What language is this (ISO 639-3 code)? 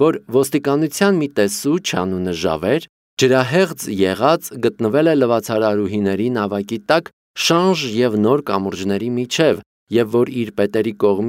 hye